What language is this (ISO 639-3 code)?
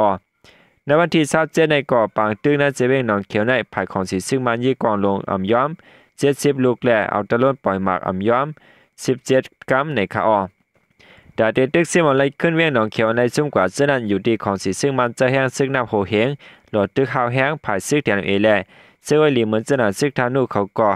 shn